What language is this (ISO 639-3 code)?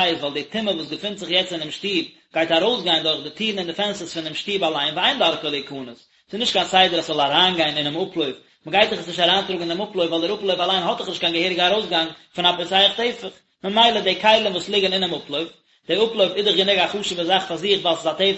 yid